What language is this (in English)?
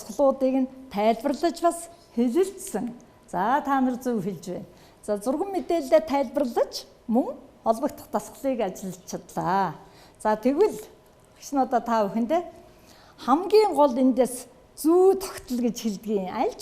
Mongolian